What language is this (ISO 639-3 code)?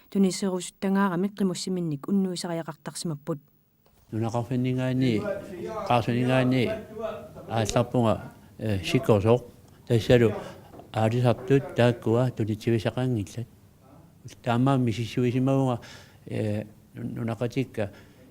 kal